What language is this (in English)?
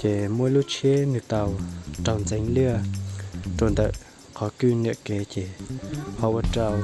Hmong